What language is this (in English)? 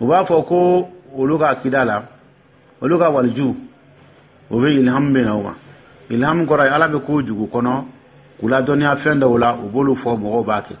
Dyula